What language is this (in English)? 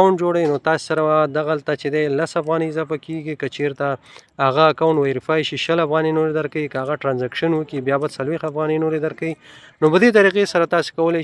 Pashto